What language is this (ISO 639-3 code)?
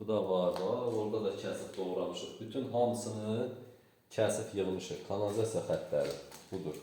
aze